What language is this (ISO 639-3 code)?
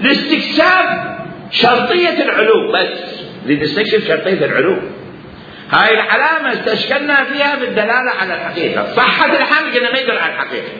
acm